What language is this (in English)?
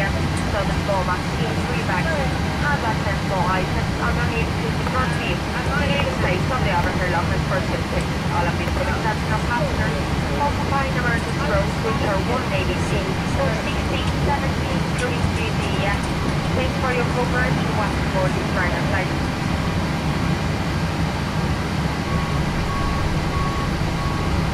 English